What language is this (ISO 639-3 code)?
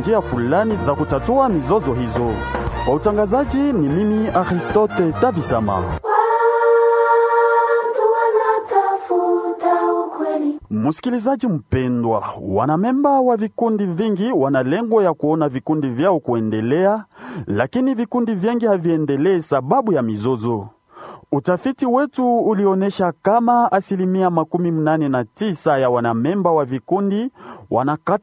swa